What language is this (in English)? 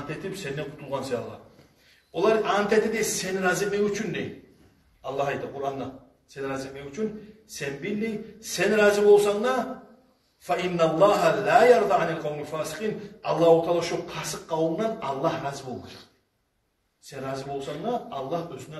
Kumyk